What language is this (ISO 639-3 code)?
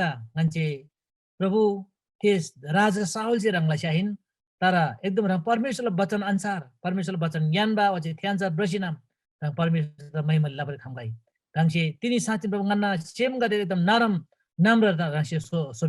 taj